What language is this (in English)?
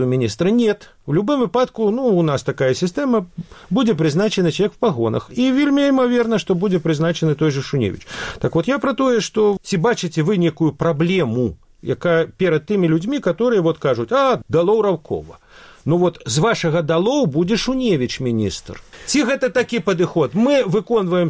Belarusian